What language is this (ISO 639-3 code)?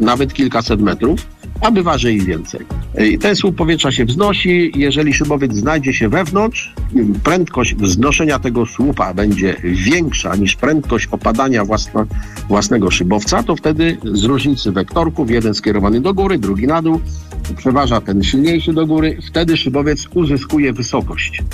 pol